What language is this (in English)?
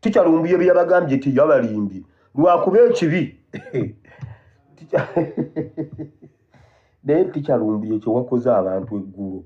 Ganda